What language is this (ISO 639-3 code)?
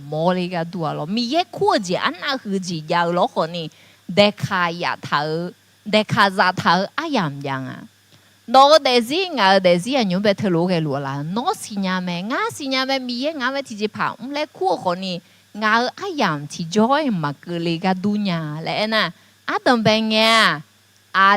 ahk